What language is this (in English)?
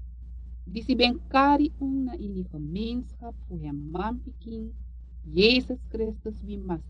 Sranan Tongo